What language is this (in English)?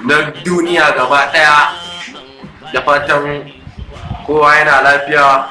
Hausa